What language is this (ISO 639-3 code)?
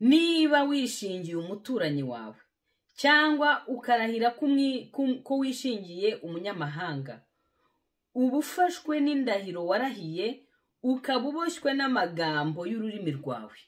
kin